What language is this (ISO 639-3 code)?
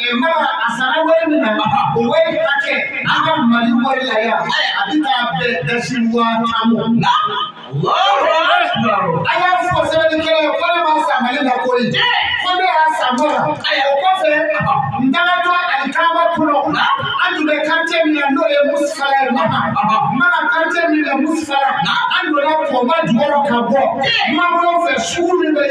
bam